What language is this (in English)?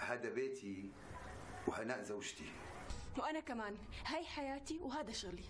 North Levantine Arabic